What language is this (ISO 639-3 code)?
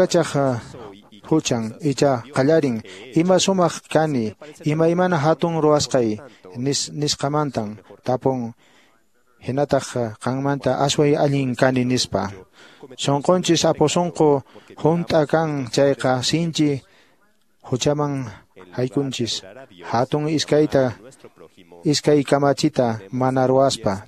que